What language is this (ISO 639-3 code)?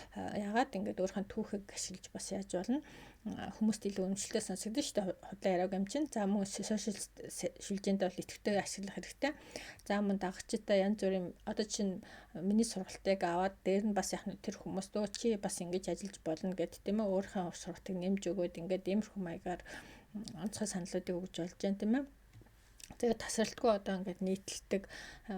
mon